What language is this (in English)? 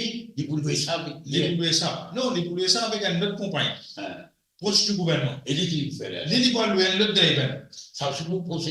Morisyen